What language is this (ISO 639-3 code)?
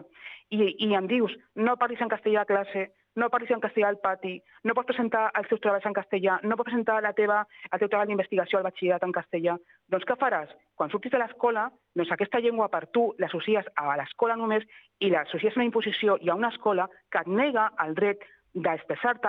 cat